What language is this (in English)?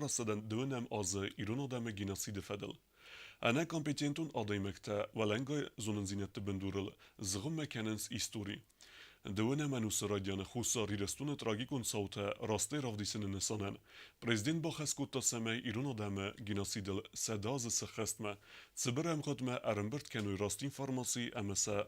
Ossetic